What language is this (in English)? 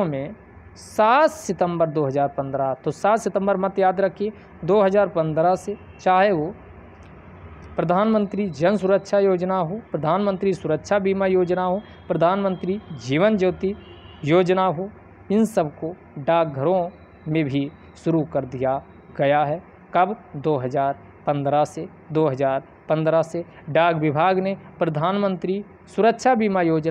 Hindi